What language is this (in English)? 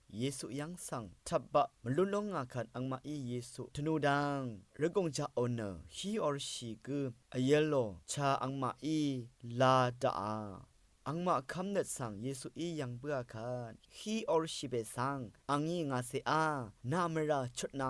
Rawang